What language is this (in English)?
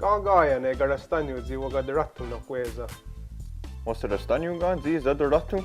Mohawk